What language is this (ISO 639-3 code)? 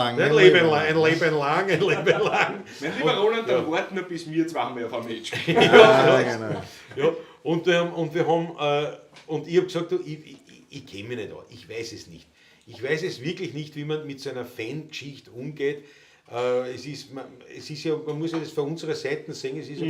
bar